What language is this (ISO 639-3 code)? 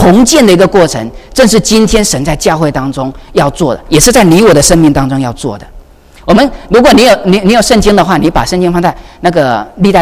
zho